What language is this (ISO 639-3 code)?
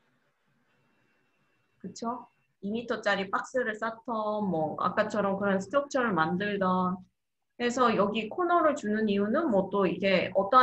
kor